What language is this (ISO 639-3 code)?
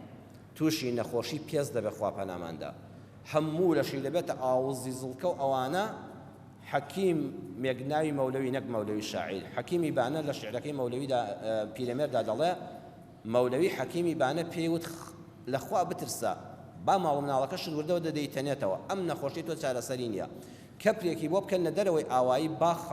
ckb